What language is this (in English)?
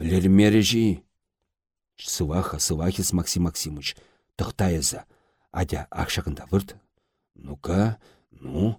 Chuvash